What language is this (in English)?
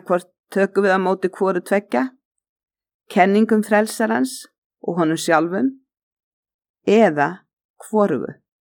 Icelandic